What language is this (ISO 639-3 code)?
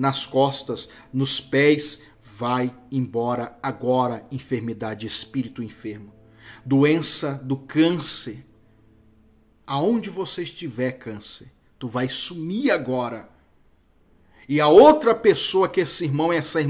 por